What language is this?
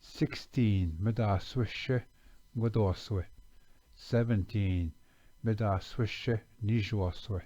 Chippewa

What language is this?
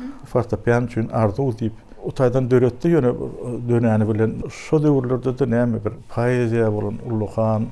Turkmen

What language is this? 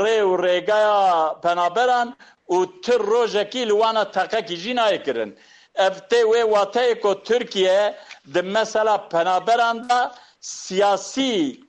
Kurdish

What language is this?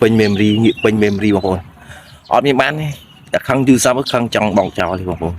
Khmer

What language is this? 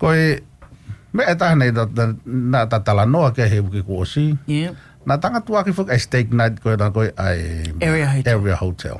Tongan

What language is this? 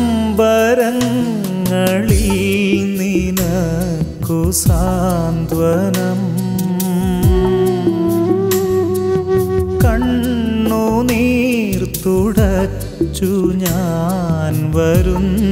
Malayalam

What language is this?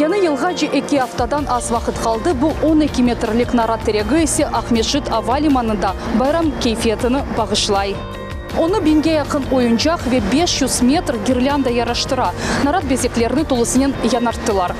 Crimean Tatar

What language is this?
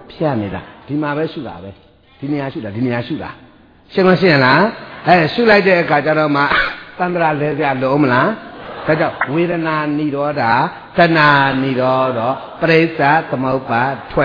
Burmese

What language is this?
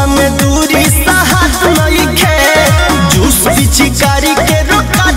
Bhojpuri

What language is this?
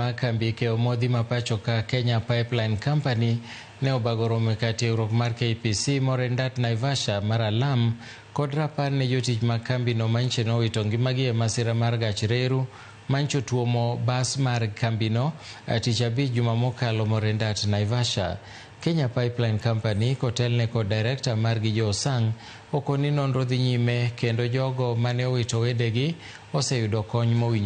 Luo (Kenya and Tanzania)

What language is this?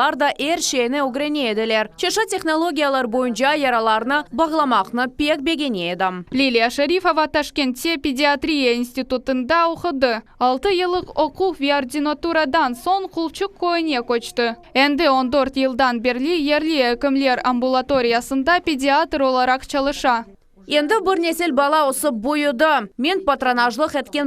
Crimean Tatar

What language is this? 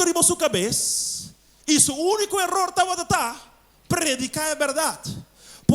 Papiamento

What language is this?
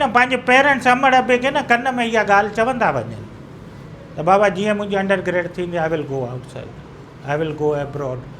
Sindhi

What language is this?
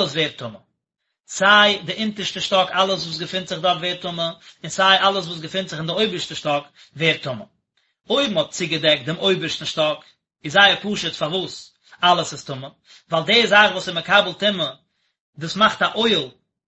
Yiddish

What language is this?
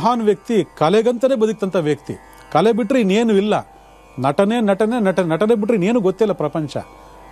Kannada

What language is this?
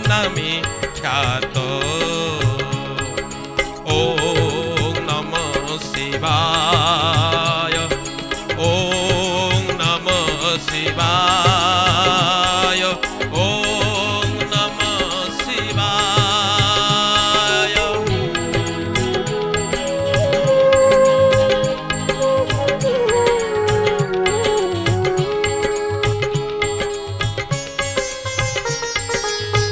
Odia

